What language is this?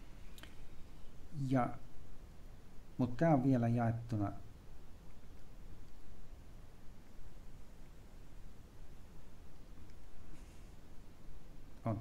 Finnish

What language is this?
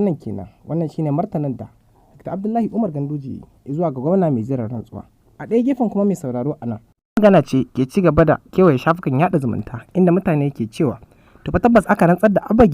Hausa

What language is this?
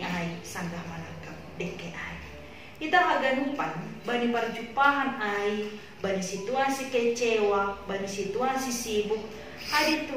Batak Simalungun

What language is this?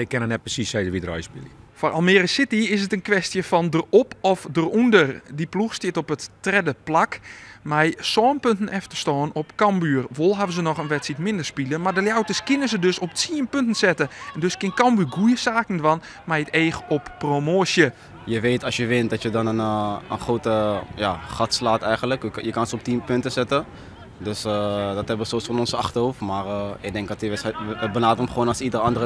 Western Frisian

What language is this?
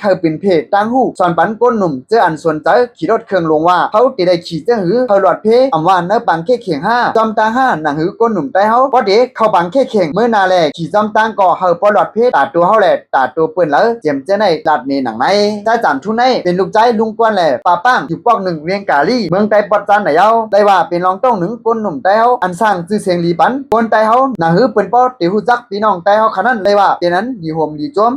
Shan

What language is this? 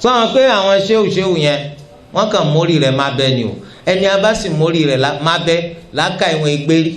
Yoruba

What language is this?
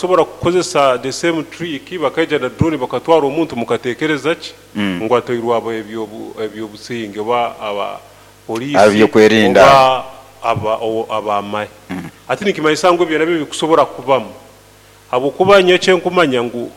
Nyoro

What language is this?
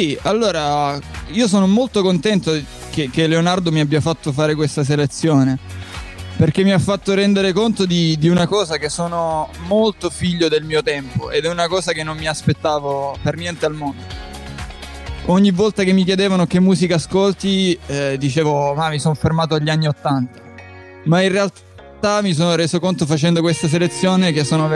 Italian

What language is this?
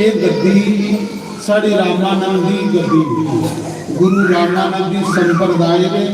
Dogri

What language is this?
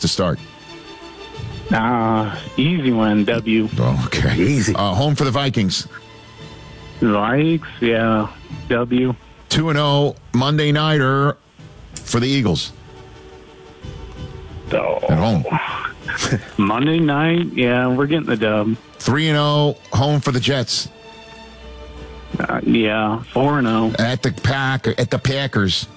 English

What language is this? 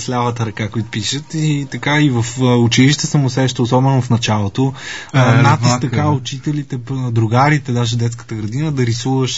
Bulgarian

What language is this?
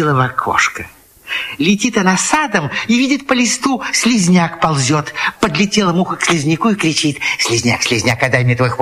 Russian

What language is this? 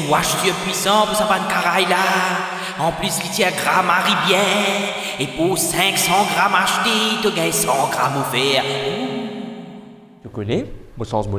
Morisyen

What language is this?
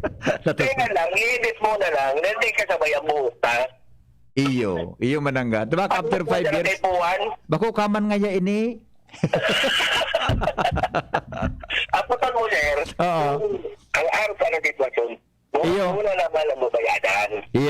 Bikol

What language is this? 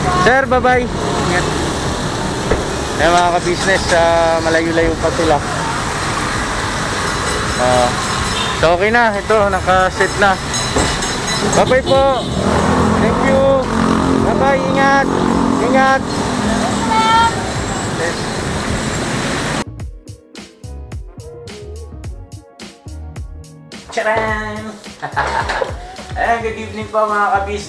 Filipino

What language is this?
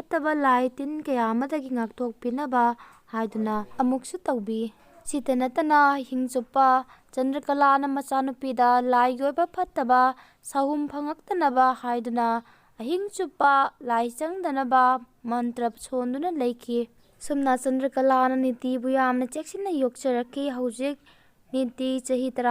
Manipuri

